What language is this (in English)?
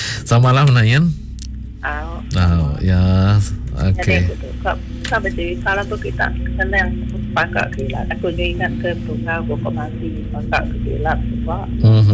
Malay